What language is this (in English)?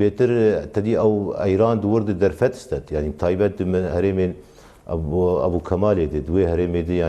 Kurdish